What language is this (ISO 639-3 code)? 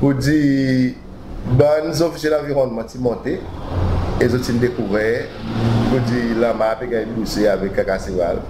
crs